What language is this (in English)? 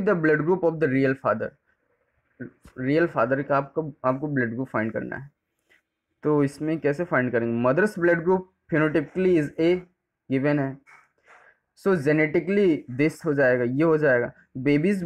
Hindi